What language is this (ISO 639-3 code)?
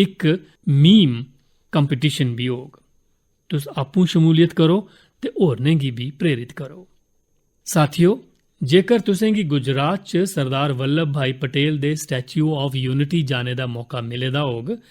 doi